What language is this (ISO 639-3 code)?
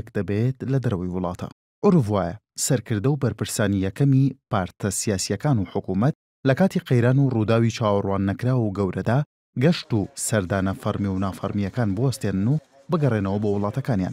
ckb